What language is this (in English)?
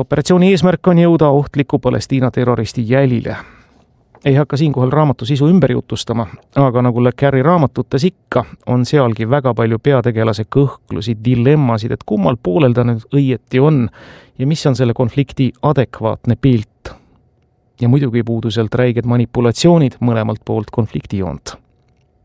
Estonian